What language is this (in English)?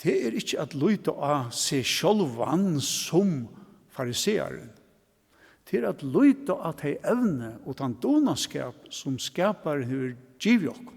Faroese